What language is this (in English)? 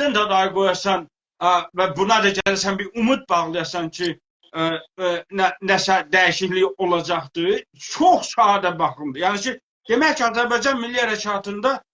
South Azerbaijani